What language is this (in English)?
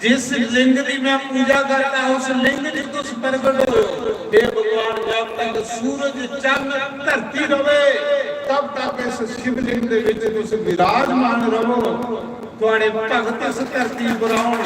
Dogri